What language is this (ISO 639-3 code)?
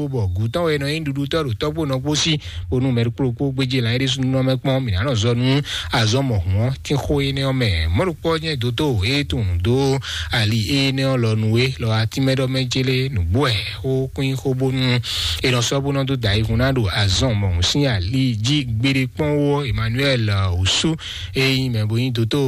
fon